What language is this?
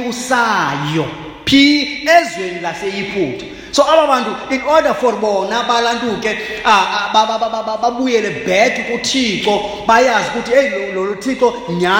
Xhosa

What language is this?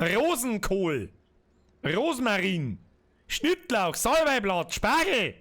Bavarian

